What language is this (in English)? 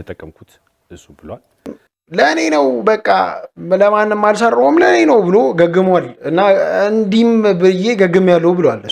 Amharic